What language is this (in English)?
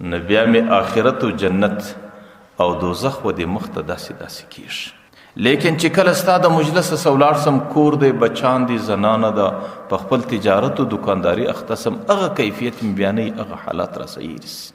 Pashto